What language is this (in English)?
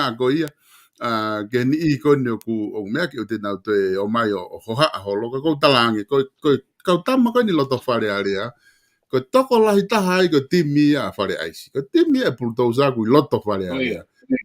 Tongan